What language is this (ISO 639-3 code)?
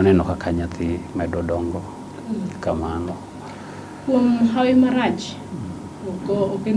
luo